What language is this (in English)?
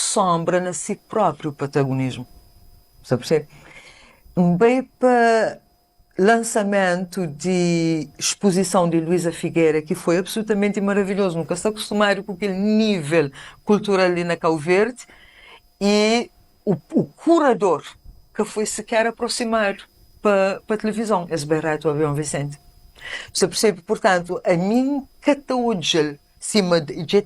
Kabuverdianu